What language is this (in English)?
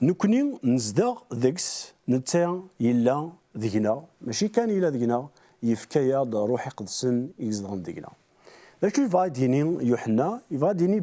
Kabyle